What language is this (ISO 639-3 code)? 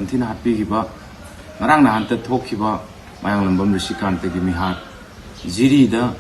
mni